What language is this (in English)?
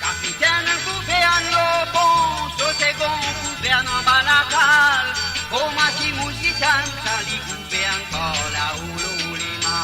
Morisyen